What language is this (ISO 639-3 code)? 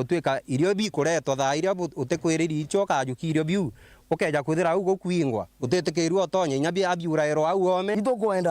mer